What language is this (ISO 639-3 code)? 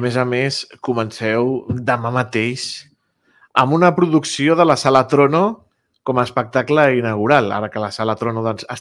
cat